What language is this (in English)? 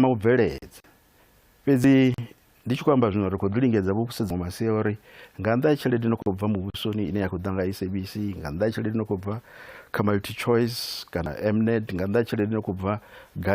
Venda